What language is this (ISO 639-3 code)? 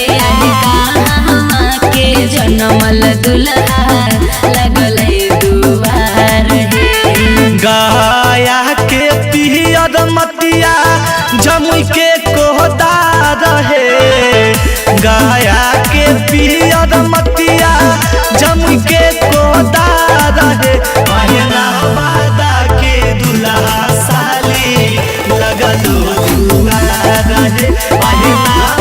mag